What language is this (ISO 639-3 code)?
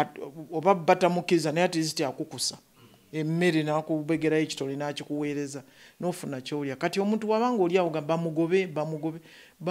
lug